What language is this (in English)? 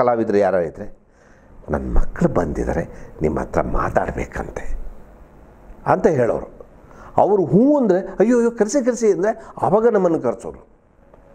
Kannada